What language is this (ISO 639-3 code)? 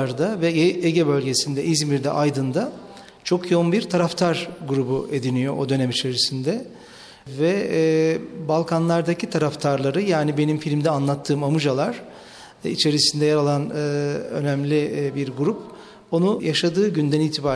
tur